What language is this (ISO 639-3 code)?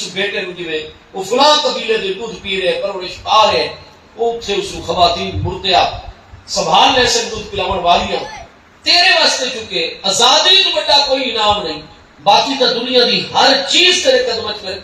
skr